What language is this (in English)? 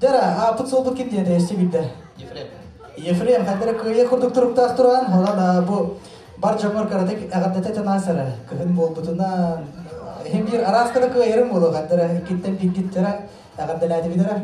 Yakut